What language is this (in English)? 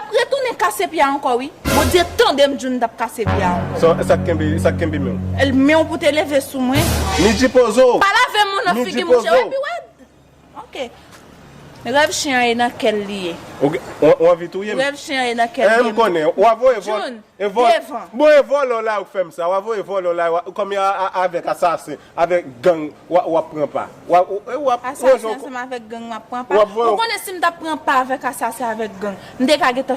Haitian Creole